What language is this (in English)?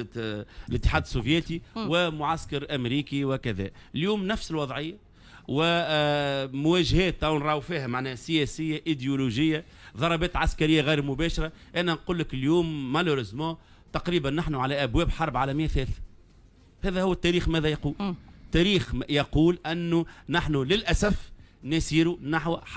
Tunisian Arabic